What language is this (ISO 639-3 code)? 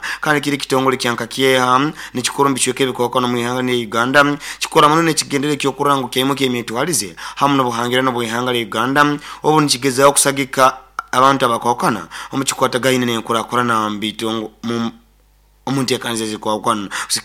nyo